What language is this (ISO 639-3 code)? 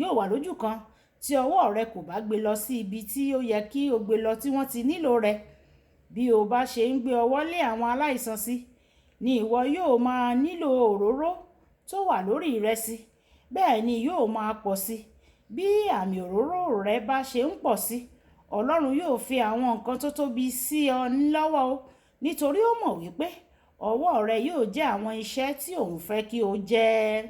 yor